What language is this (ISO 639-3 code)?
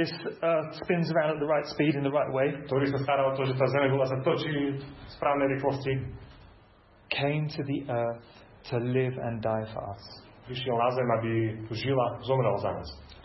slk